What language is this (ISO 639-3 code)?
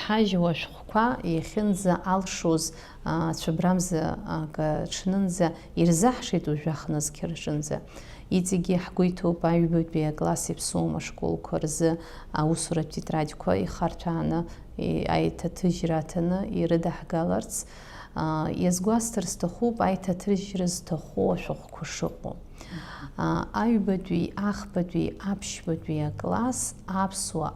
abk